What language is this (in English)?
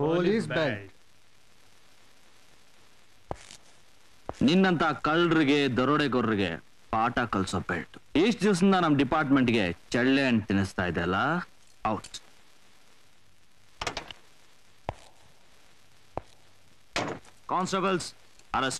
Kannada